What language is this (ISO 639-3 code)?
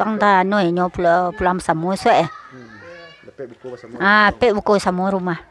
min